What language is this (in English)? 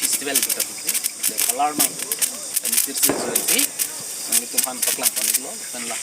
Karbi